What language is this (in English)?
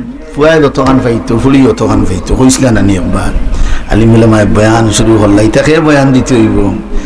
Sylheti